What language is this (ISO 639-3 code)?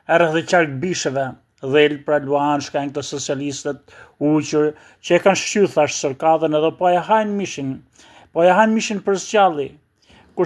sqi